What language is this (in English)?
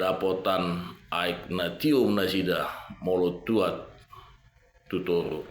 Batak Toba